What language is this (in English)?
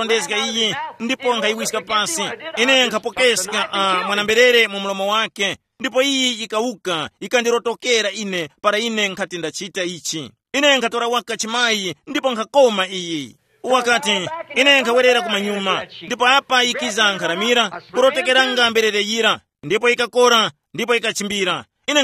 Tumbuka